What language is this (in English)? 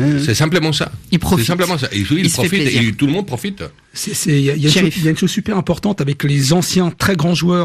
French